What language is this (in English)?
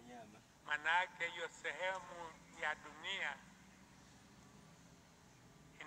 Swahili